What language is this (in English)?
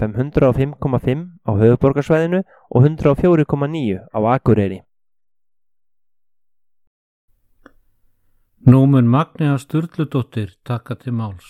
Icelandic